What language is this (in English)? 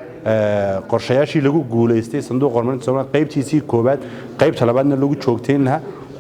Somali